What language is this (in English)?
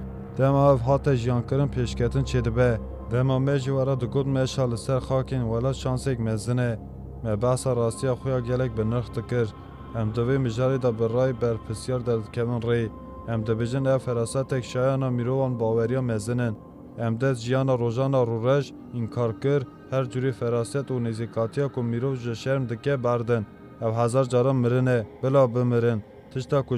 Kurdish